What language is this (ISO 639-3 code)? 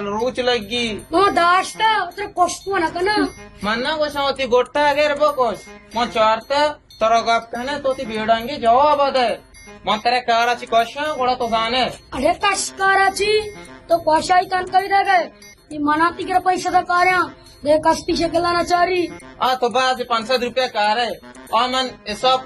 bal